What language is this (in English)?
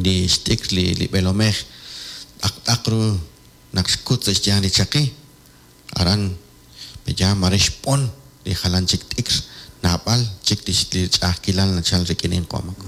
Kekchí